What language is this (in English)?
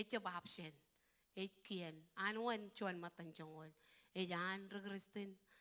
Marshallese